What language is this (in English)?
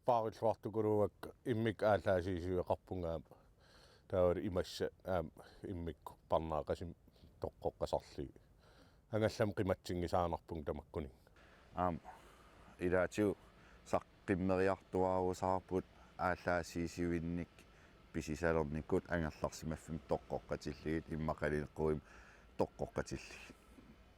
Kalaallisut